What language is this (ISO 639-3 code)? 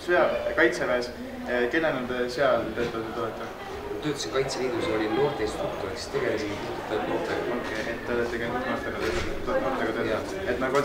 est